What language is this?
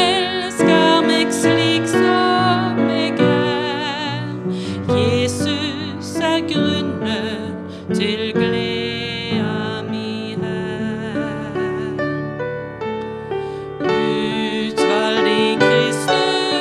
Norwegian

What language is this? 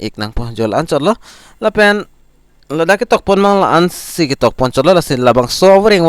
Karbi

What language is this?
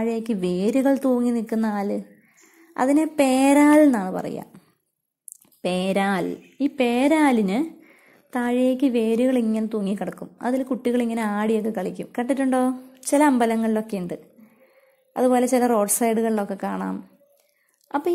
Malayalam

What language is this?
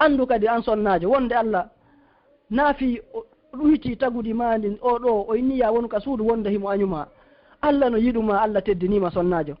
Fula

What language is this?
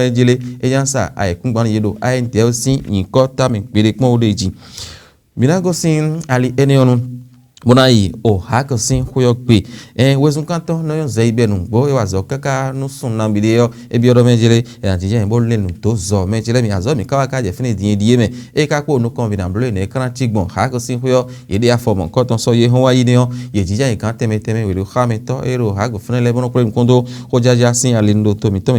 Fon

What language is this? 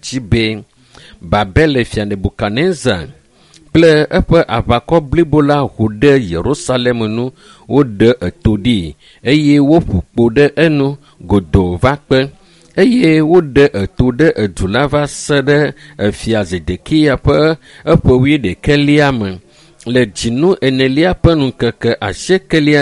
Ewe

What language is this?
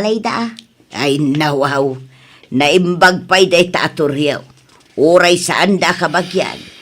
Iloko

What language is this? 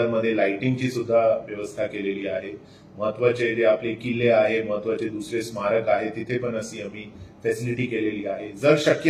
Marathi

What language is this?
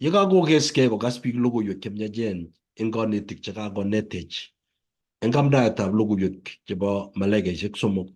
Kalenjin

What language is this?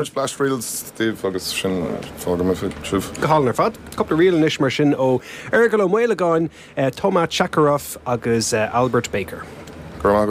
Irish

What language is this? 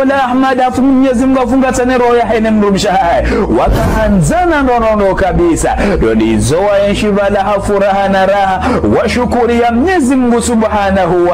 Ngazidja Comorian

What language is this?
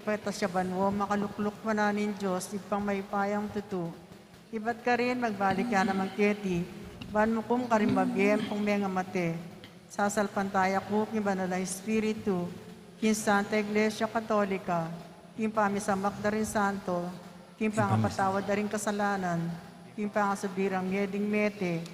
Pampanga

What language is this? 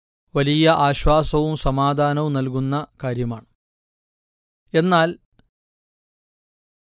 Malayalam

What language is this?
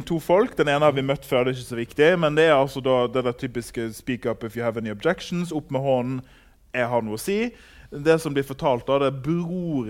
Norwegian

